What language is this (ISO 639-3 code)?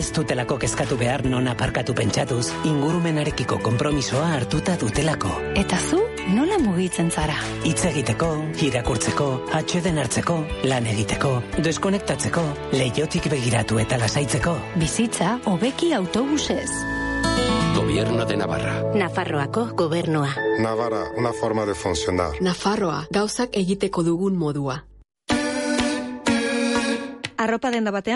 eus